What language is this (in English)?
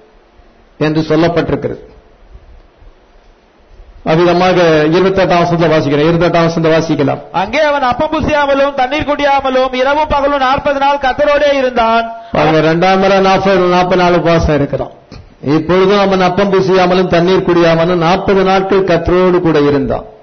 Tamil